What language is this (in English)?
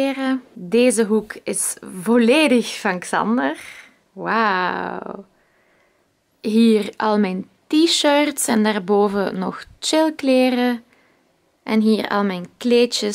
Dutch